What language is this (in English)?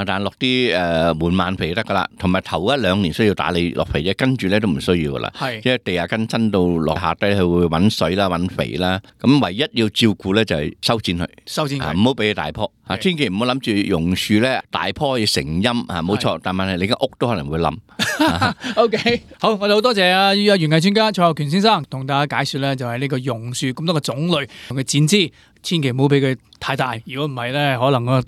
Cantonese